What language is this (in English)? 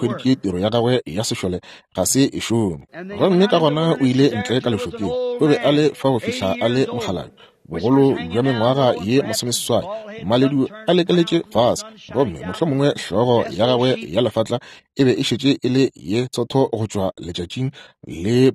Northern Sotho